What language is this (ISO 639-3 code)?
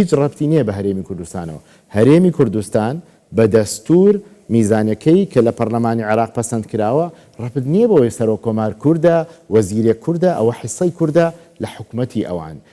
ckb